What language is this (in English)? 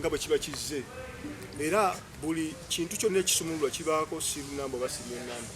Ganda